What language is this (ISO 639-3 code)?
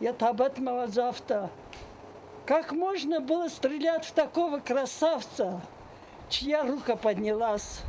oss